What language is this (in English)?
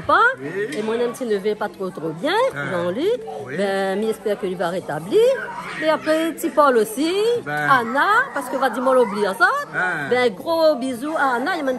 Réunion Creole French